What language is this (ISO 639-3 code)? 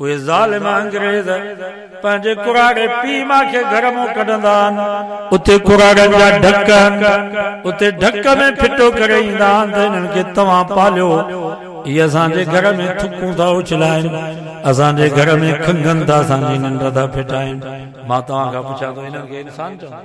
snd